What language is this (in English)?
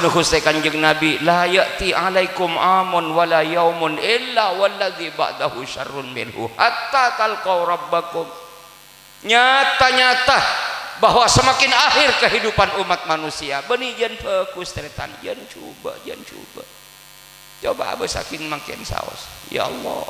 Madurese